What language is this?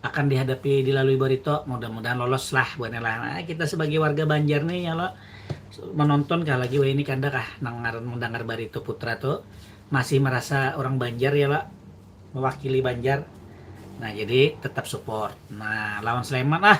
Banjar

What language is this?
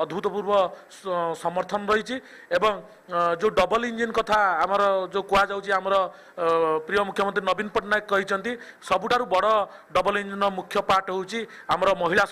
Odia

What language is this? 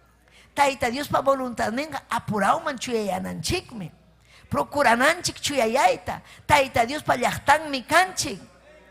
Ayacucho Quechua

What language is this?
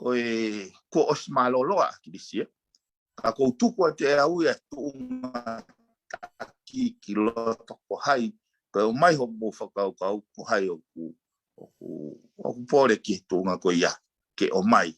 Tongan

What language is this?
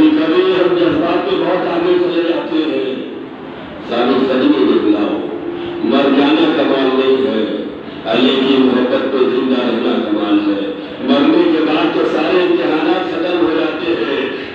Urdu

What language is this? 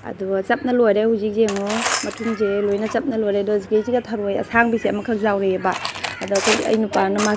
Manipuri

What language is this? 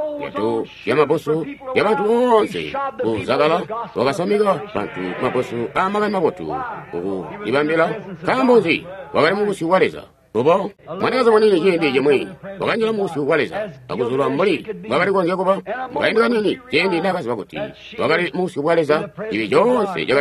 Tonga (Zambia)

